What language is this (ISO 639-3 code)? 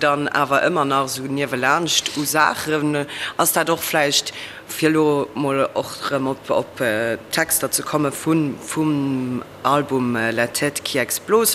ltz